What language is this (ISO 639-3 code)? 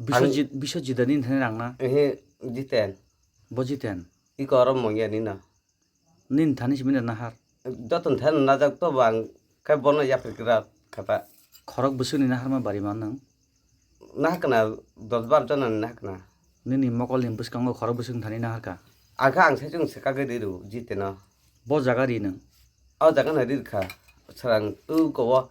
trp